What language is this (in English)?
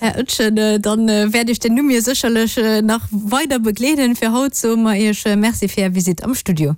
Luxembourgish